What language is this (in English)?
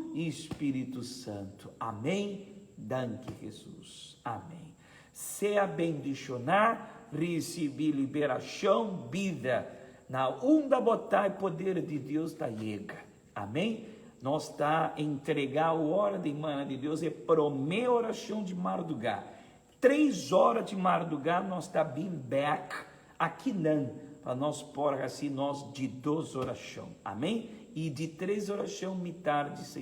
Papiamento